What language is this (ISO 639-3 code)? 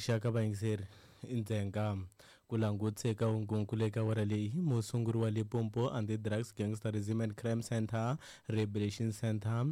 tso